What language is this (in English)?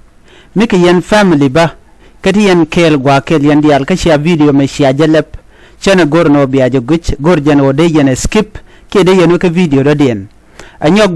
Nuer